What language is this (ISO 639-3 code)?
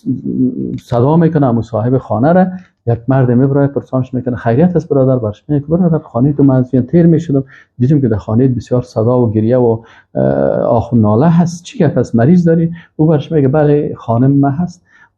fas